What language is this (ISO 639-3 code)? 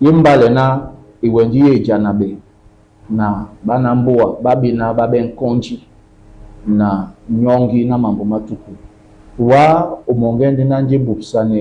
dua